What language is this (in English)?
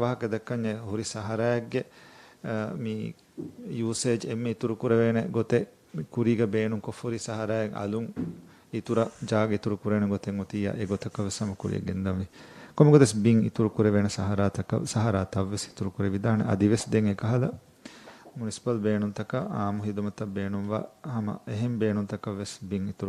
Divehi